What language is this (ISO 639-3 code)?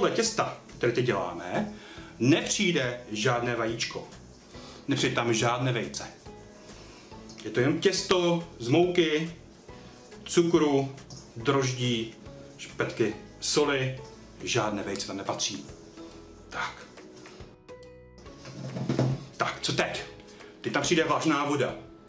ces